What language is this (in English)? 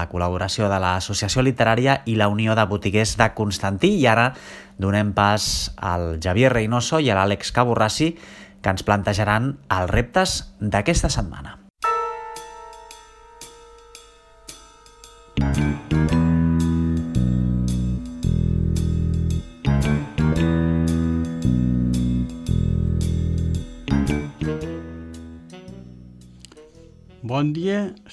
Catalan